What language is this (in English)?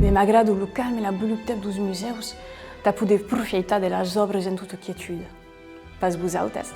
Occitan